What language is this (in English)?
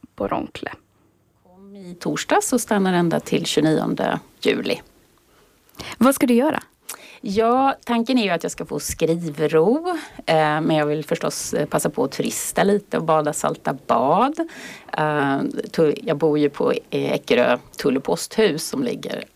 Swedish